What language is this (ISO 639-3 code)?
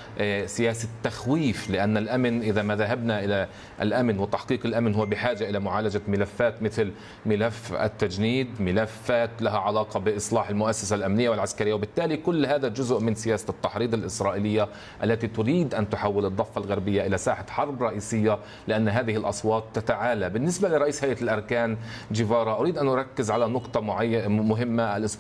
ara